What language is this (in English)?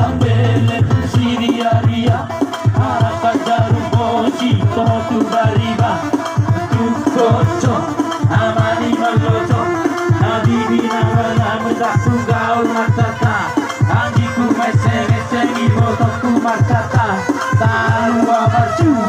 Batak Toba